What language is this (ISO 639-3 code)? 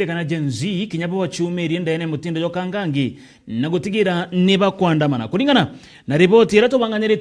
mer